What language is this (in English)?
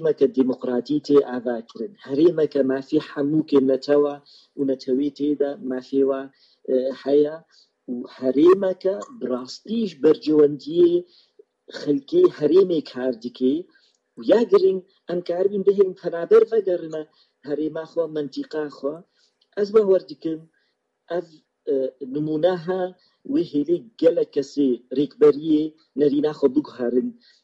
Kurdish